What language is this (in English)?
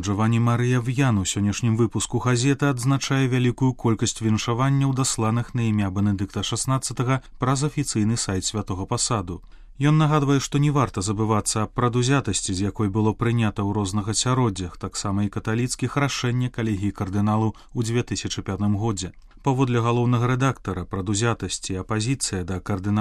Belarusian